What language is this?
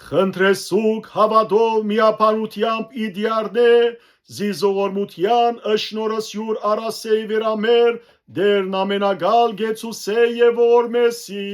Western Armenian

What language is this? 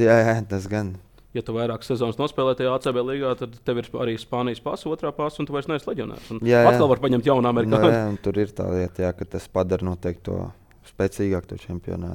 Latvian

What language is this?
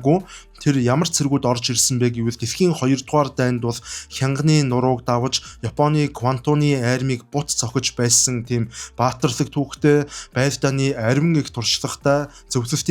Mongolian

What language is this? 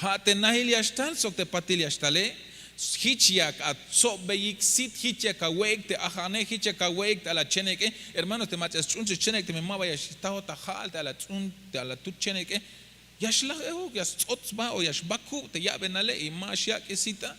Tzeltal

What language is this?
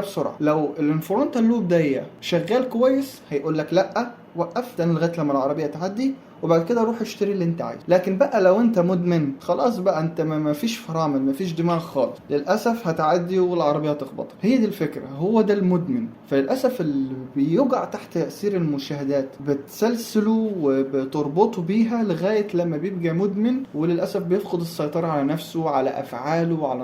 Egyptian Arabic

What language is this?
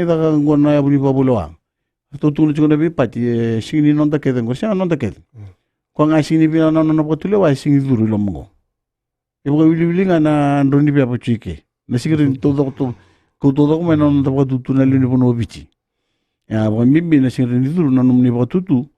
Fijian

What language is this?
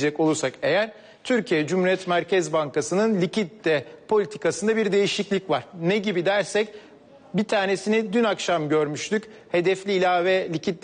Turkish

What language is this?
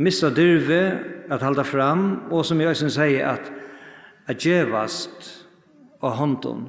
Faroese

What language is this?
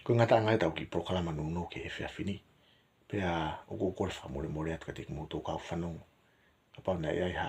Tongan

